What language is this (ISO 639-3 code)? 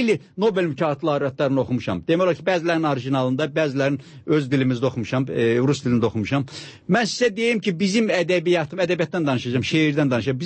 aze